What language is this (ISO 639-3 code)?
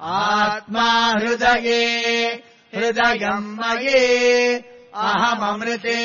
san